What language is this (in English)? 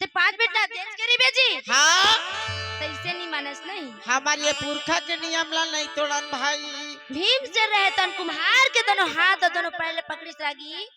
Chhattisgarhi